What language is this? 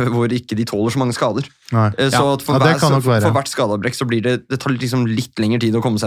Norwegian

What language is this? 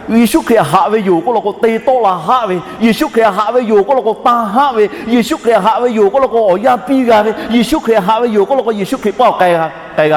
Lahu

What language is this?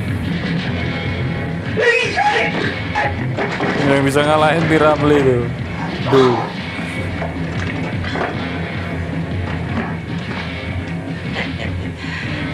Indonesian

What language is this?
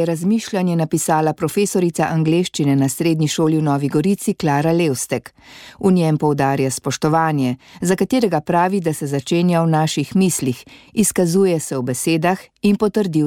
Slovenian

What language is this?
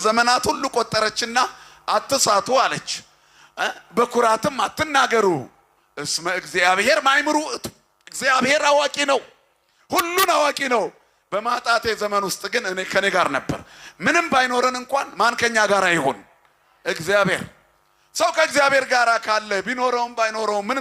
Amharic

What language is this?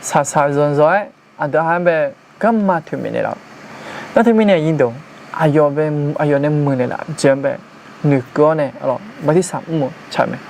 Akha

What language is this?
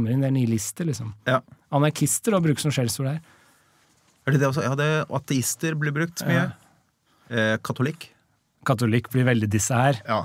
Norwegian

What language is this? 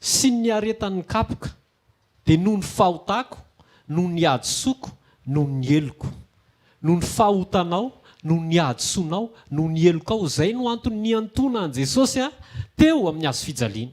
Malagasy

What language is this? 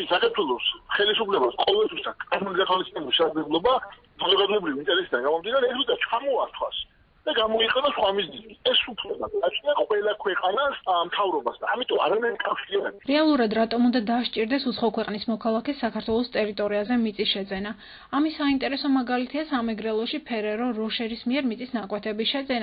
Georgian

